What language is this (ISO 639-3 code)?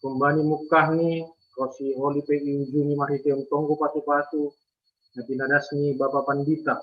bts